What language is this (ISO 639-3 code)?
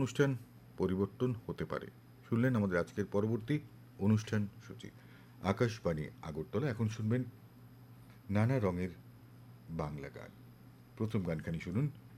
ben